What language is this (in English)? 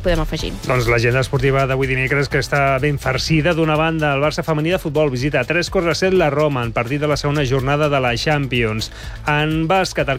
Catalan